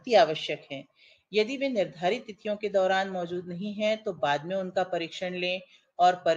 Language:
Hindi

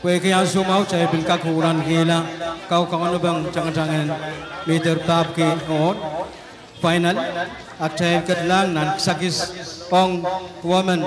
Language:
Pohnpeian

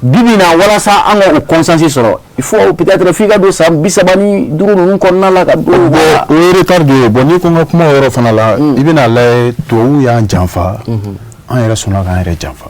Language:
Bambara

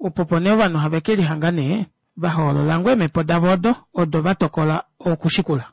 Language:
Kuanyama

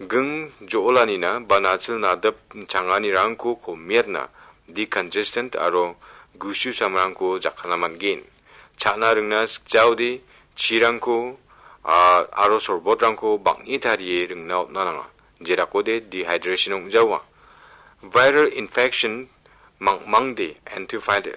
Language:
Garo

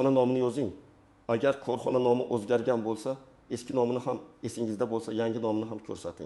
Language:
Uzbek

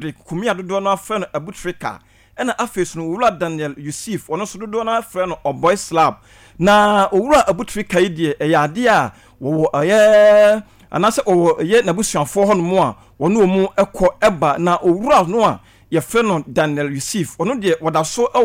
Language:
Akan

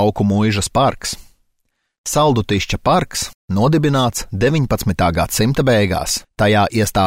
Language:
Latvian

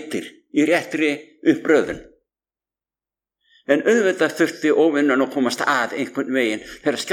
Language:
Icelandic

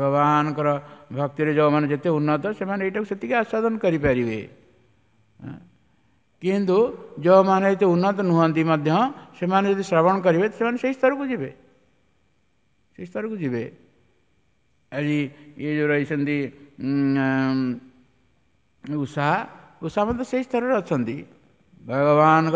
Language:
Odia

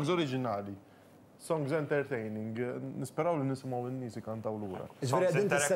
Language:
Maltese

